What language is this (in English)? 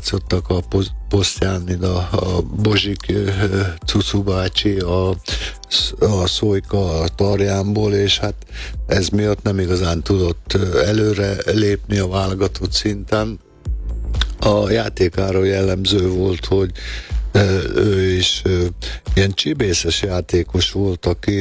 Hungarian